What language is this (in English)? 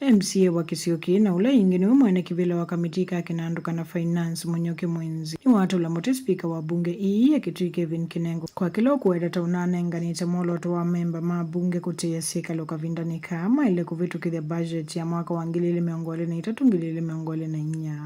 Kamba